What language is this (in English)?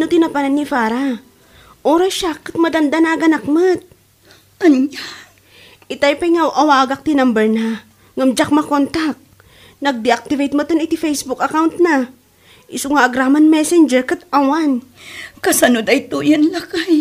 Iloko